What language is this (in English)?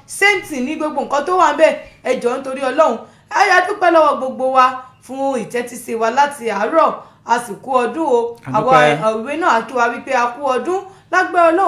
Yoruba